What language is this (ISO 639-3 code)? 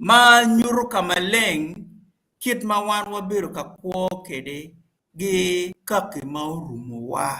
ach